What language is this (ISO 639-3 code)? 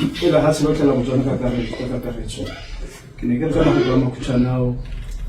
tsn